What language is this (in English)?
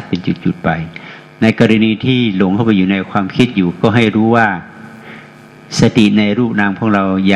Thai